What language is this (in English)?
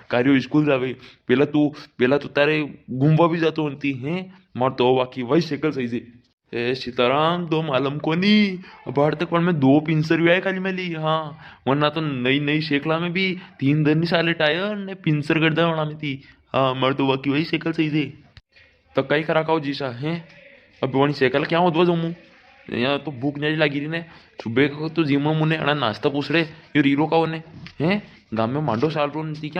Rajasthani